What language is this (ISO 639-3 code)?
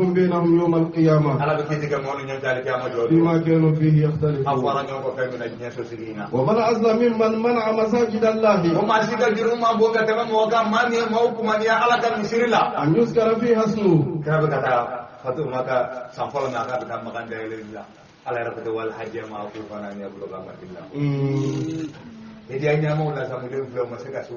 bam